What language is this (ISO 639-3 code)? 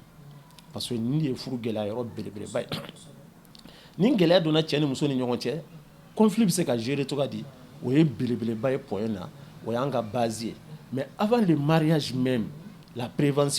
bam